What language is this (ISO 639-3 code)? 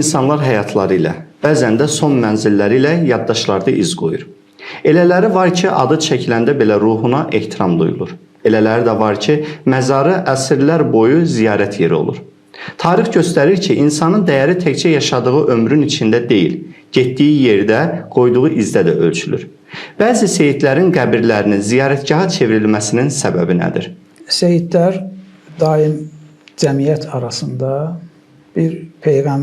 aze